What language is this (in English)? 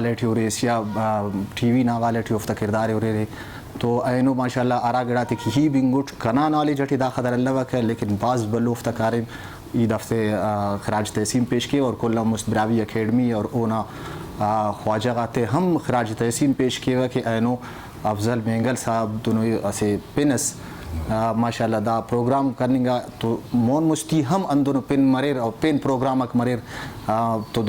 Brahui